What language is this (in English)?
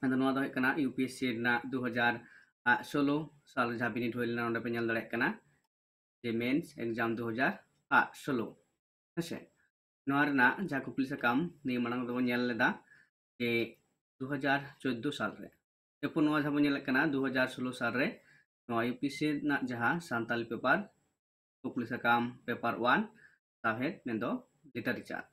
Santali